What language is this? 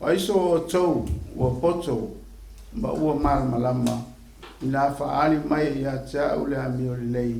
Samoan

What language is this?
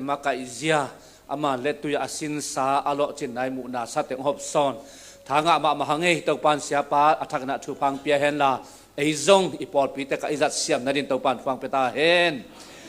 Tedim Chin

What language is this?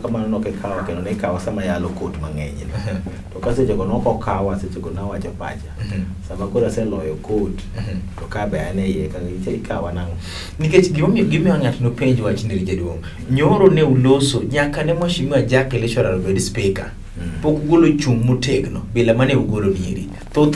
Luo (Kenya and Tanzania)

